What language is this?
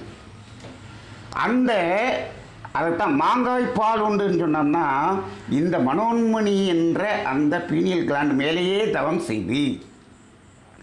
Tamil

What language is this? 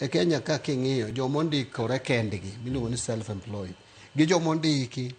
Luo (Kenya and Tanzania)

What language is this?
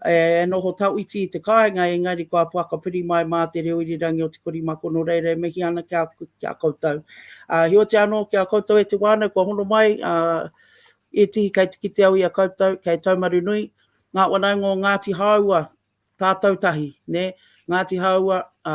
Māori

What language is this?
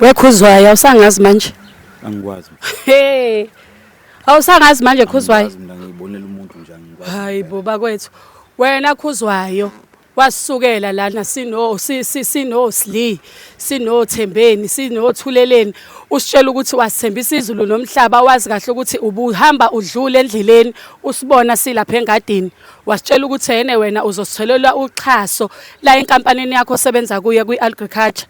Zulu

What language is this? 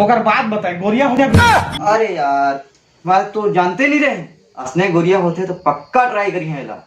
Chhattisgarhi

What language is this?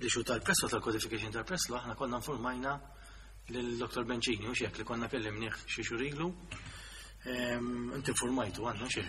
Maltese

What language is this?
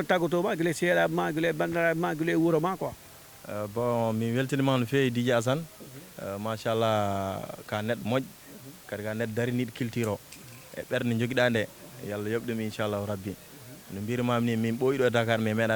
Fula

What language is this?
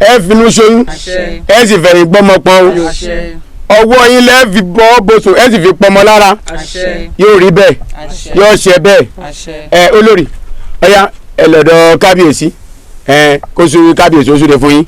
Yoruba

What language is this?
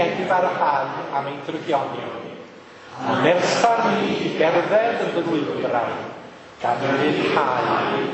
Welsh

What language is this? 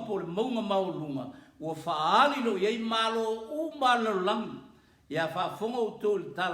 Samoan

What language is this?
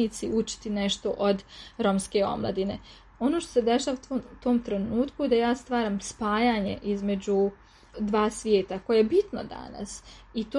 Serbian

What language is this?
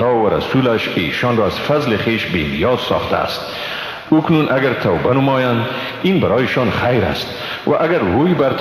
Persian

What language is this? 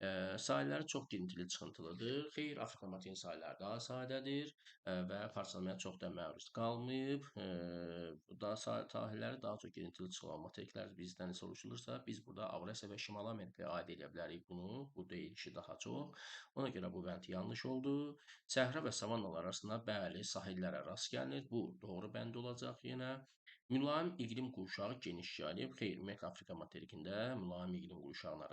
Azerbaijani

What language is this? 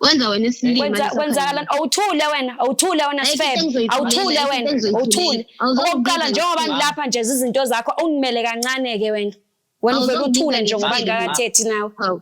Zulu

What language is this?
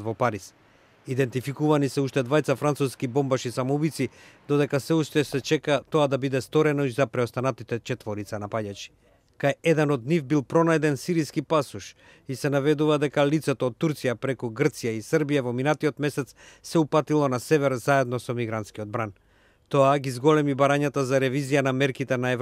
Macedonian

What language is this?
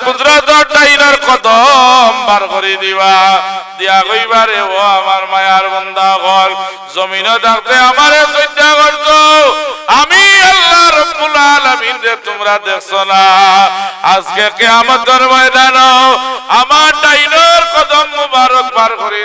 Sylheti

